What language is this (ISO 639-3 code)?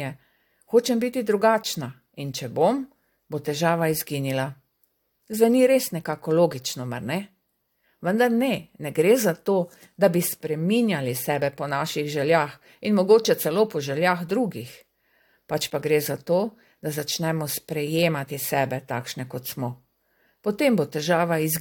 slv